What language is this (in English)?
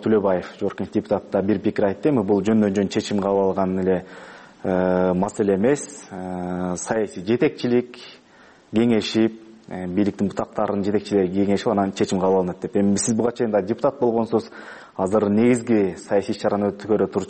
Kyrgyz